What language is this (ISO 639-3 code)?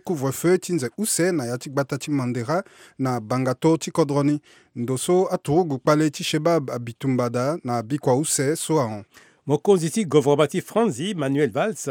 sag